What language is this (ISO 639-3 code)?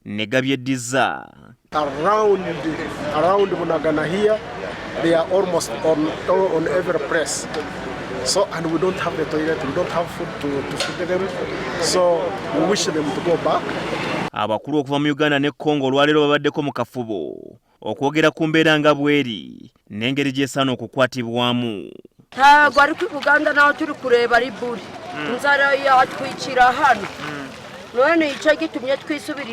lug